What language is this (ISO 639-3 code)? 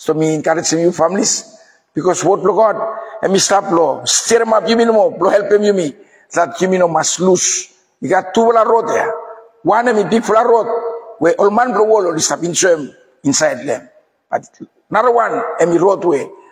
bis